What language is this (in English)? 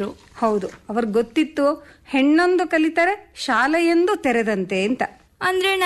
Kannada